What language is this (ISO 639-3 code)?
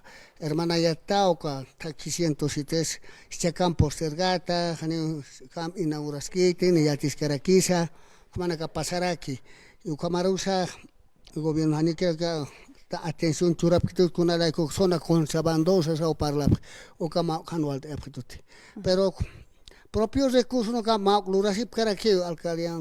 aym